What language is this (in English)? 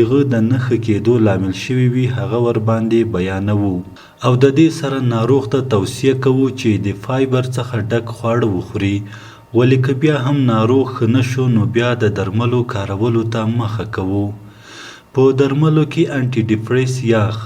Pashto